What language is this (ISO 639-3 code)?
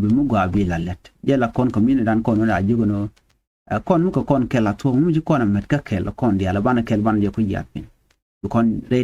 nus